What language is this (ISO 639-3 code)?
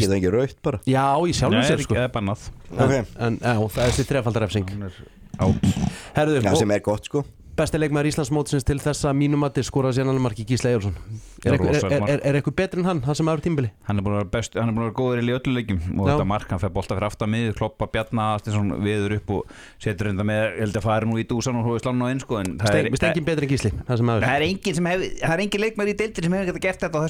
isl